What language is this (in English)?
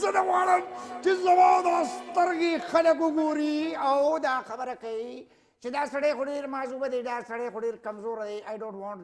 Pashto